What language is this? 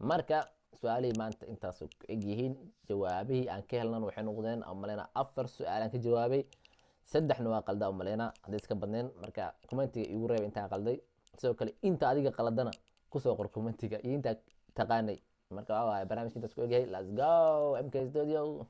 Somali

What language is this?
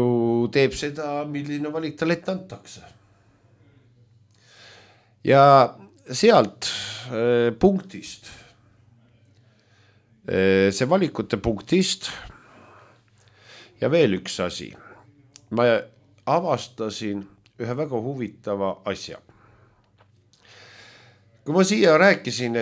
Estonian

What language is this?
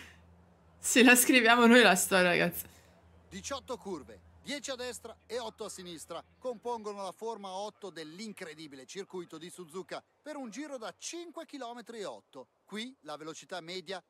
Italian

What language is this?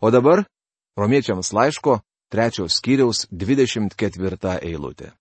Lithuanian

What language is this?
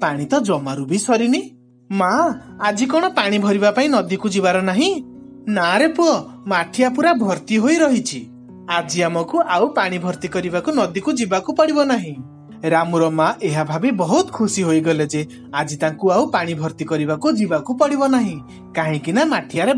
Odia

